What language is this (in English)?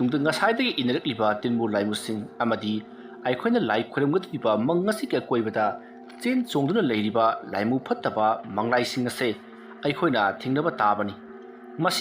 Manipuri